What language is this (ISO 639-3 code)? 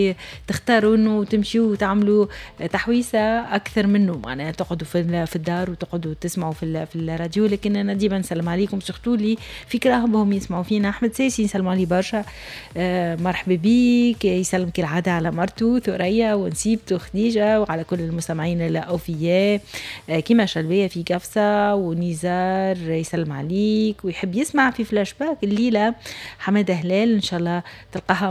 aeb